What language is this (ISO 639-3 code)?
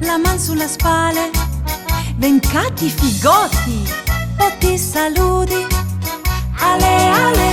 fur